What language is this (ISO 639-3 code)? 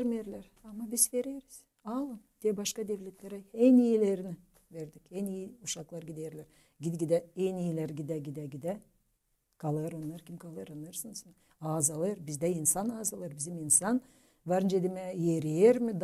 gag